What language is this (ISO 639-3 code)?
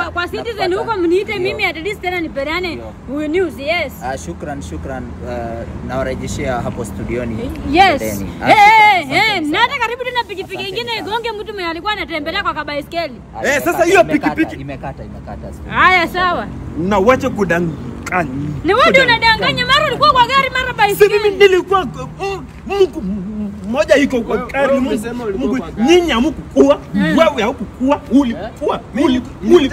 swa